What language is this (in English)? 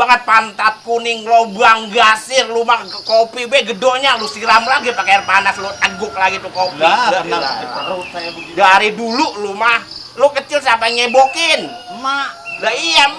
Betawi